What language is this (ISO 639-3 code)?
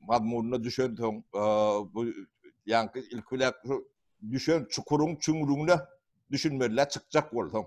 tuk